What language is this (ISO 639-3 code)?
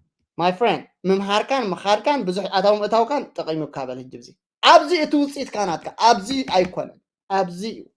tir